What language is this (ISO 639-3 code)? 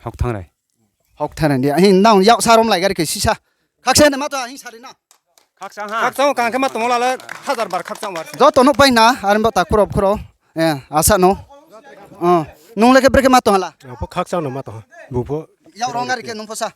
ria